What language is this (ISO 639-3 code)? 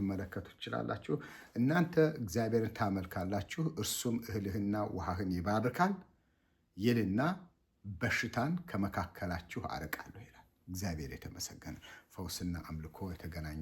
amh